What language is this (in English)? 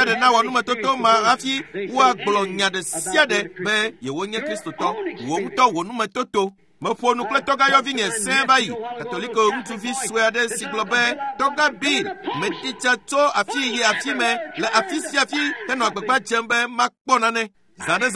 Ewe